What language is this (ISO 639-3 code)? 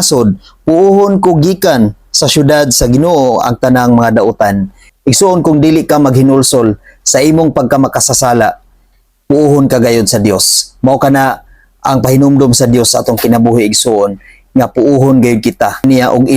ceb